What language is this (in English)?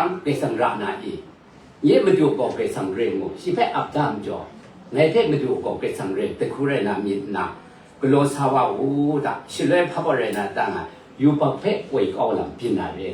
Kachin